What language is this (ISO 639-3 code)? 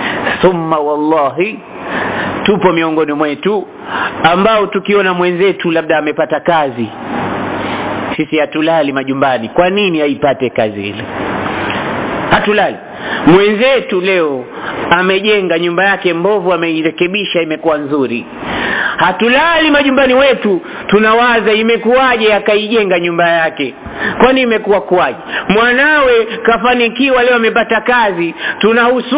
swa